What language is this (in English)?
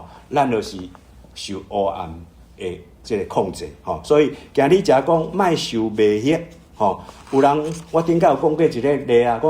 Min Nan Chinese